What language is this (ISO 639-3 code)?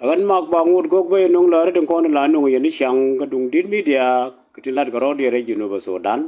nus